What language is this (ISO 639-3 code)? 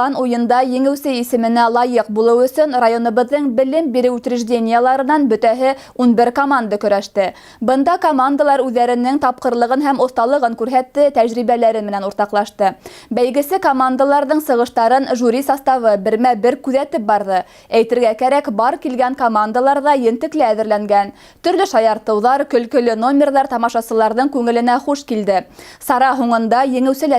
bak